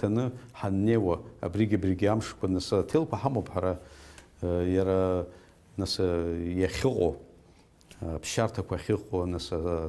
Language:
Abkhazian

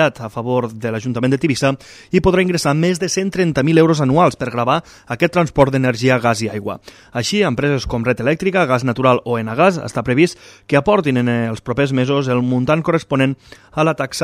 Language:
Catalan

